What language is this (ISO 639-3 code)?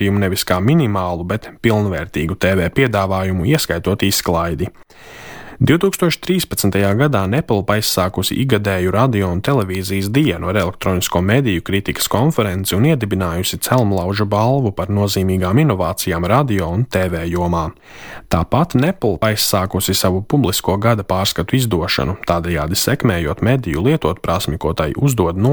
lav